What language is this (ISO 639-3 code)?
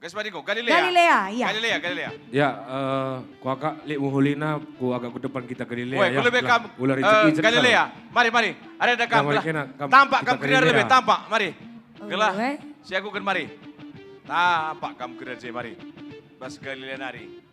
btx